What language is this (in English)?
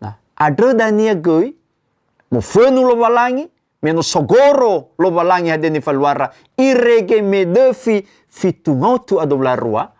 Nias